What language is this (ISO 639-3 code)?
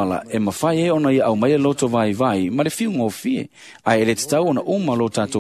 smo